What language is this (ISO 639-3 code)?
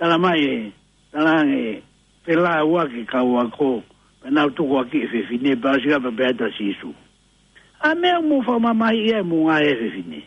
ton